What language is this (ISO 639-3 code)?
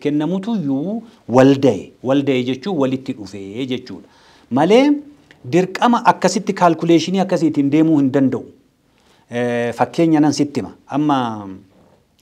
orm